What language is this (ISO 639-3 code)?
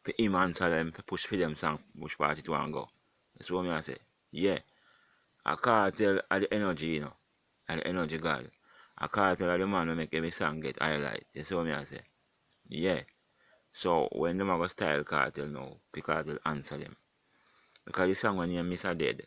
jam